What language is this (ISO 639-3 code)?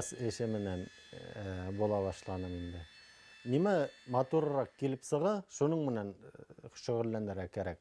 bak